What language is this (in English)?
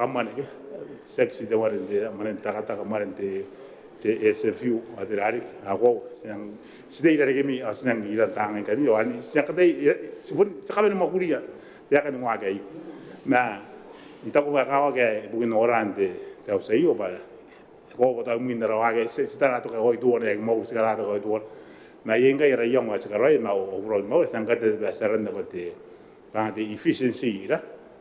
Gilbertese